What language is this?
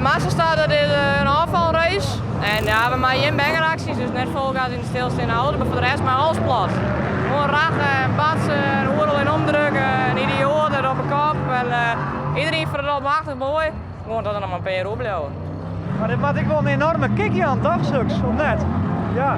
Western Frisian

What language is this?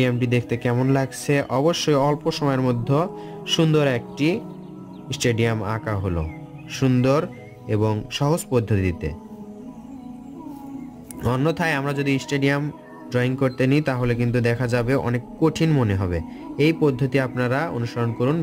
Bangla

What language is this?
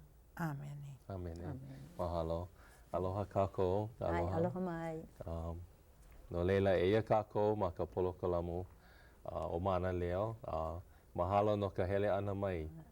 Hawaiian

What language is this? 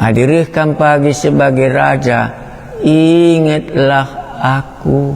Batak Karo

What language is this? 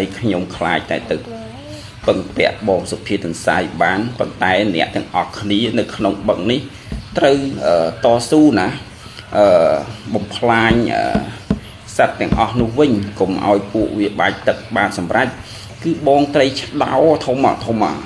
Khmer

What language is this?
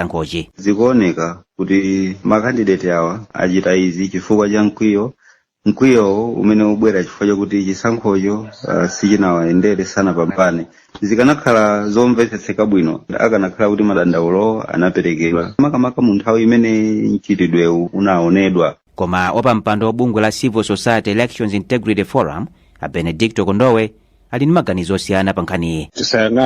Nyanja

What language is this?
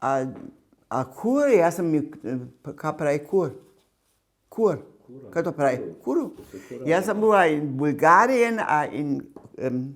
Upper Sorbian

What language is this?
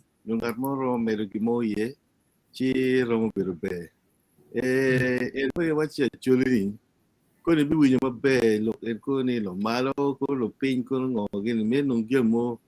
Acoli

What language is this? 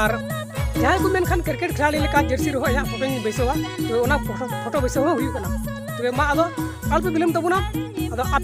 Santali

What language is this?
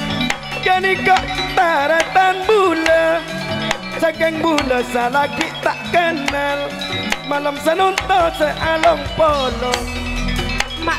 Madurese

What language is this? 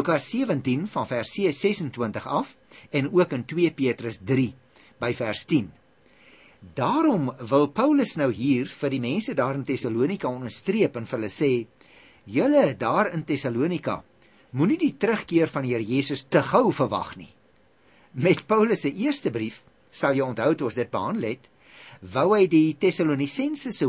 Afrikaans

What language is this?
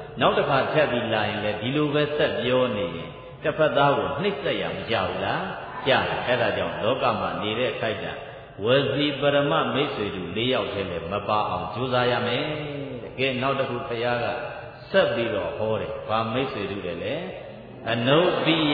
Burmese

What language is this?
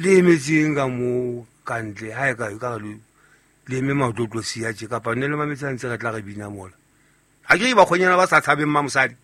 Southern Sotho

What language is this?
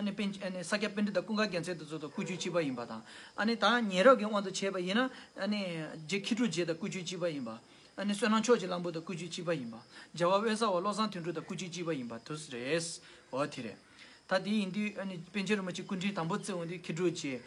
Tibetan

